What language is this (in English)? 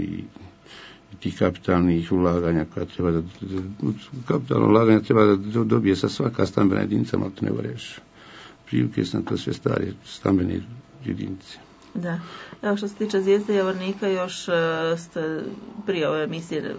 Bosnian